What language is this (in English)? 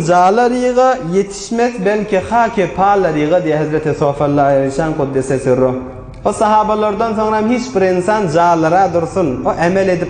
Turkmen